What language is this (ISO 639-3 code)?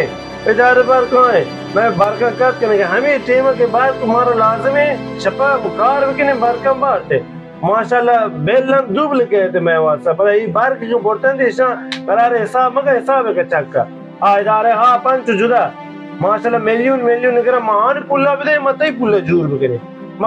bal